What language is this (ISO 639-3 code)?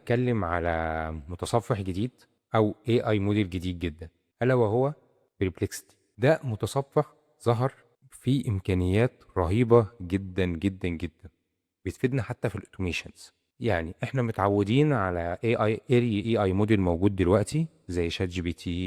arz